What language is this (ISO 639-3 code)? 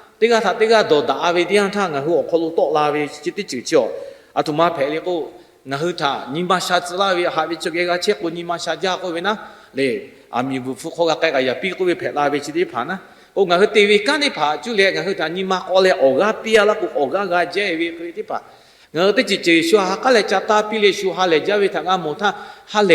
lhu